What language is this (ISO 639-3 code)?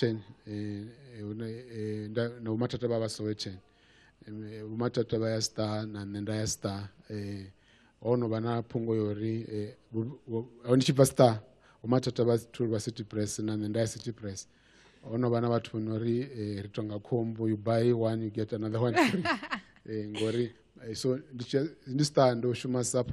ven